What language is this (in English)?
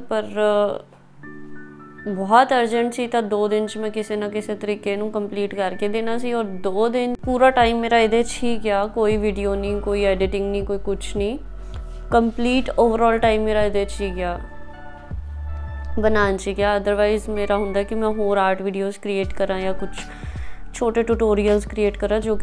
Punjabi